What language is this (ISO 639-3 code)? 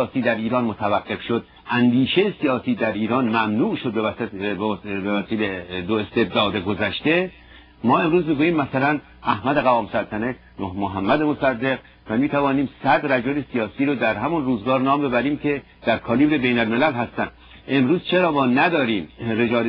fas